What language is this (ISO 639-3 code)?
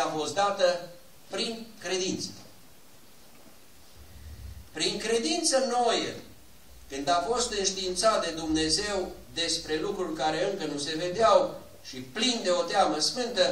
ron